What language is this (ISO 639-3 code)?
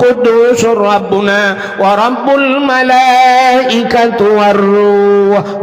ace